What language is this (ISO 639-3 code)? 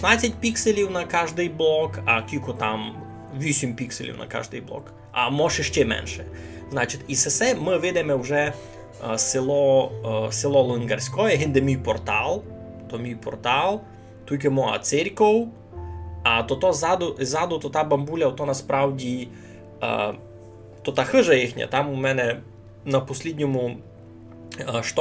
rue